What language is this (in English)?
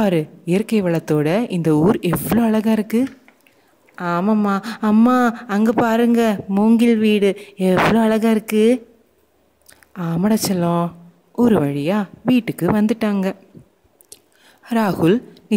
Tamil